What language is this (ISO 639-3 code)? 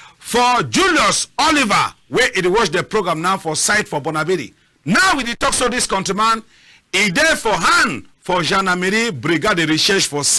wes